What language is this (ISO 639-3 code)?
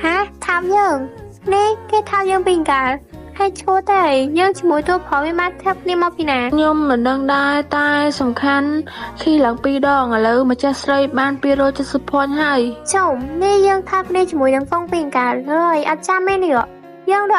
khm